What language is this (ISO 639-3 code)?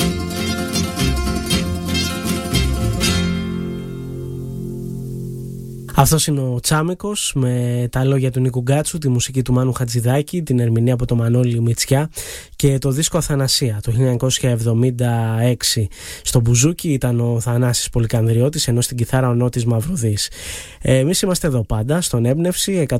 ell